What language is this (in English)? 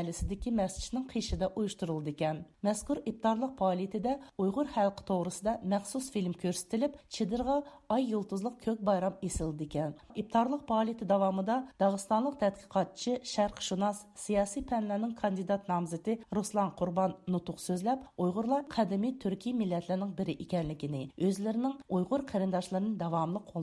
Uyghur